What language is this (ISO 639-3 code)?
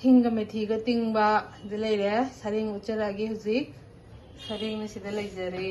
mni